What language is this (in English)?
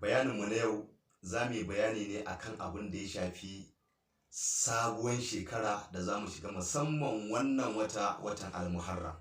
Hausa